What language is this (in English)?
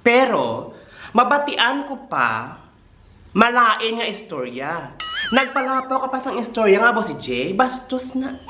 Hiligaynon